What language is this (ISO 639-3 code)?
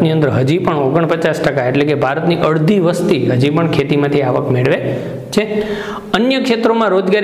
guj